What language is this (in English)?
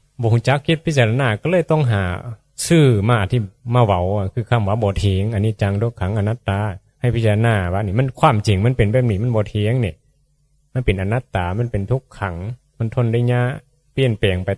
Northeastern Thai